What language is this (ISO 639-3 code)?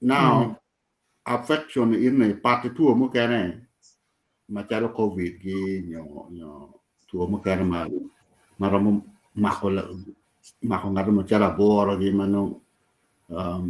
ach